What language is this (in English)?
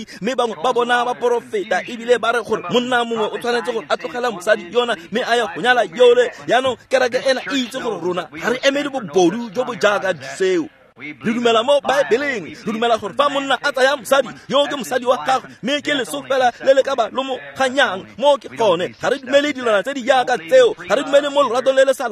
Tswana